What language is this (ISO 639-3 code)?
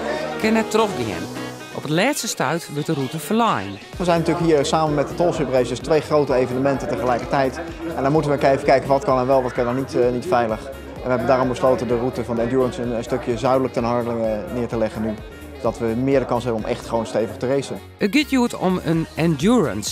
fry